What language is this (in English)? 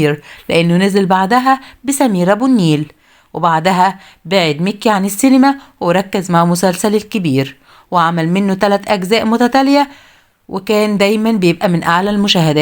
Egyptian Arabic